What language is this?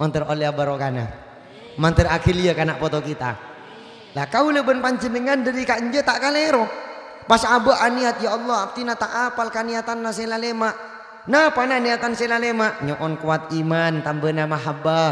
Madurese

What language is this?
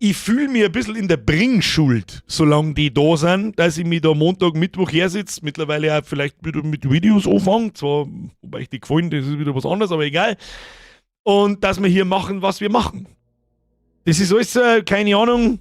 Bavarian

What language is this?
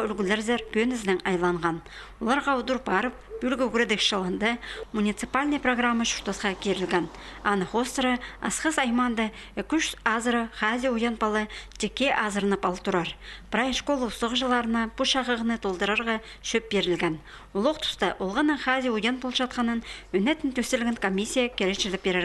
Khakas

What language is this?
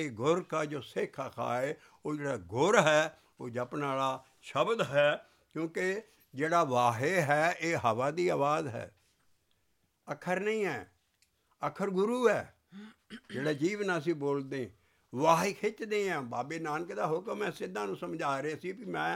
Punjabi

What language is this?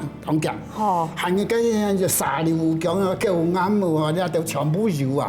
Hakka Chinese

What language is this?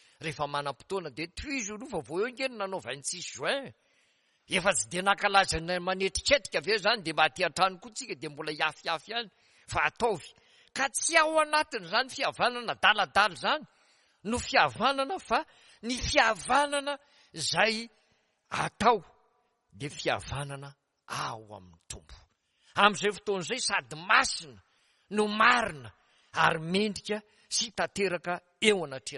Malagasy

